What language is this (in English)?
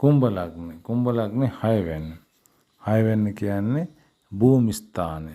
Sinhala